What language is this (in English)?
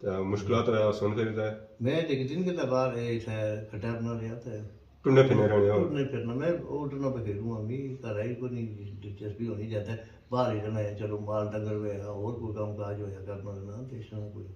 Pahari-Potwari